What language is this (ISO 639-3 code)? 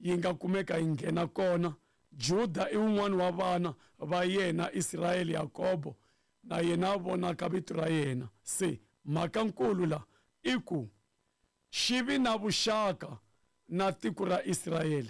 tso